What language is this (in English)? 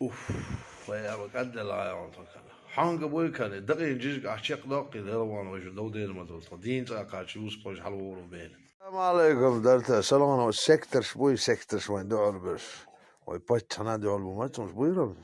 Chechen